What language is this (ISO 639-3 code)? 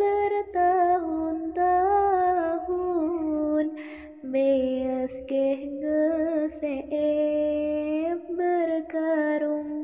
sun